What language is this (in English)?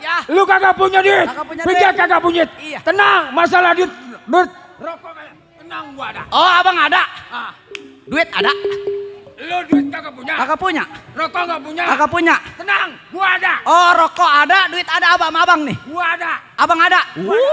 Betawi